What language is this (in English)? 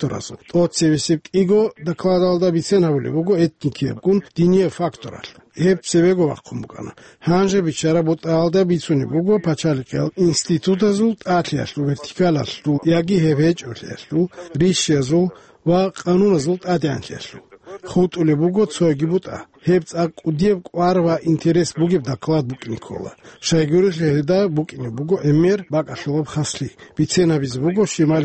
Avaric